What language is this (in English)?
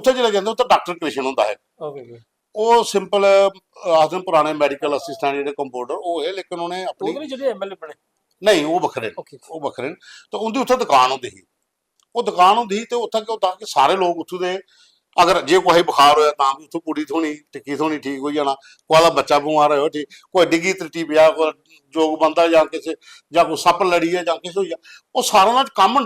Dogri